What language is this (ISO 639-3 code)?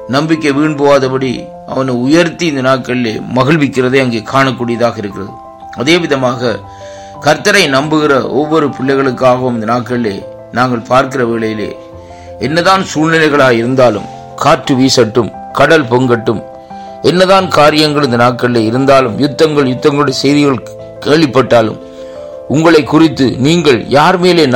tam